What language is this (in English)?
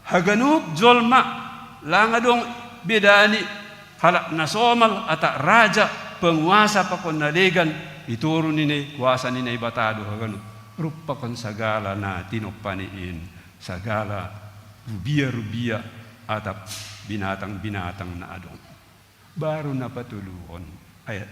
Batak Simalungun